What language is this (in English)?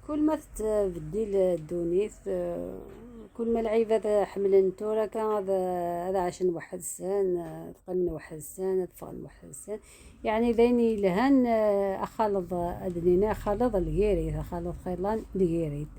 Kabyle